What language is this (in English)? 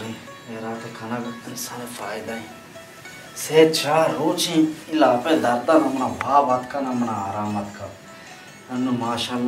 Baluchi